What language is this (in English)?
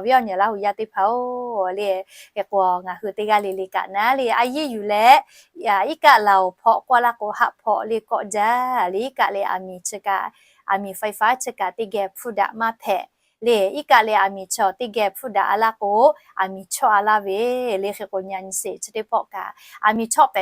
Lahu